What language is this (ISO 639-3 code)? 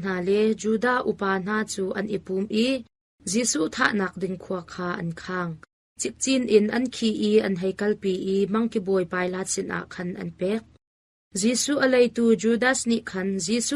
cnh